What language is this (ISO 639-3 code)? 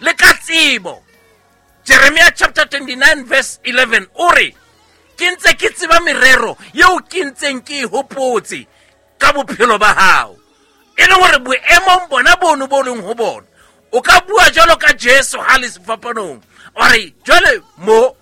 sot